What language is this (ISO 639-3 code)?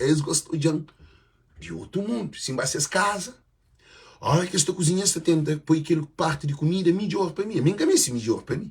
kea